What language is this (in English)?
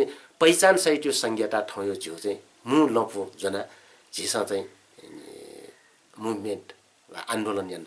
Newari